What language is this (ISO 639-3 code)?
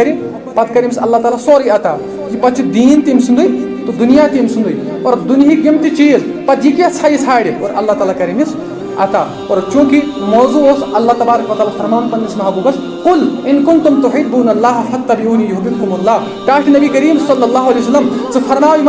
kas